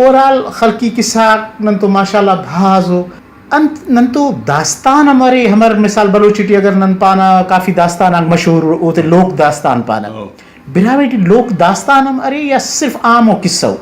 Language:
Brahui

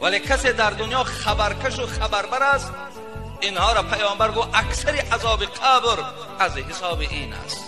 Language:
Tajik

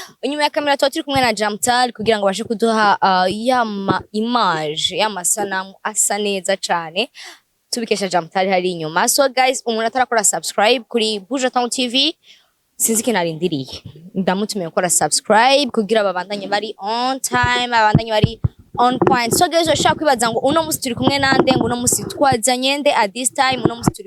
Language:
Rundi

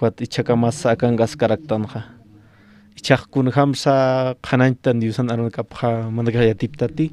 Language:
Aymara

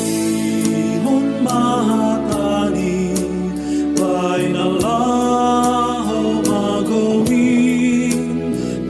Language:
Batak Simalungun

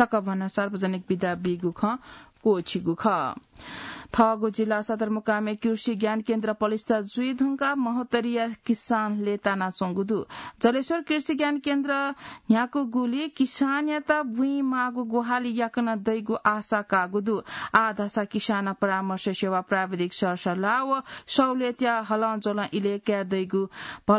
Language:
Newari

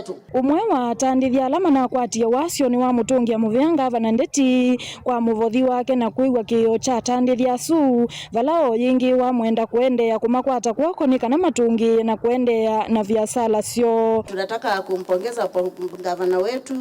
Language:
Kamba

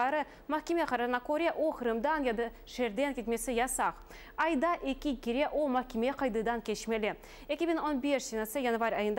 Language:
Crimean Tatar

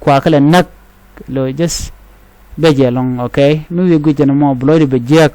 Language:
Nuer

